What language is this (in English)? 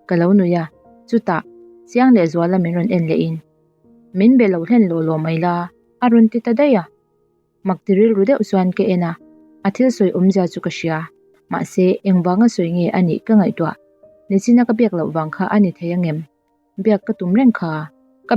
Mizo